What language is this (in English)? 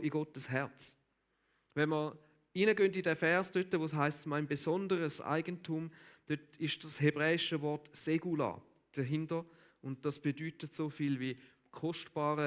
Swiss German